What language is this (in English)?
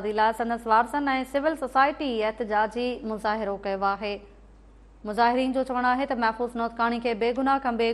Sindhi